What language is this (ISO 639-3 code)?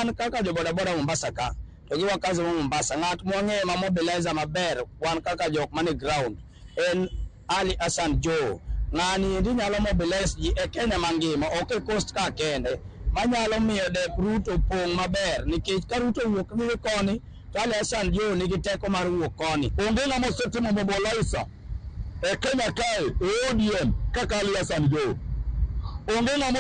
luo